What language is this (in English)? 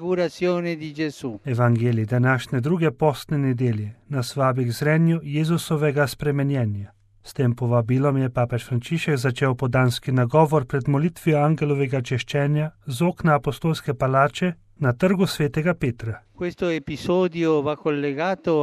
Slovenian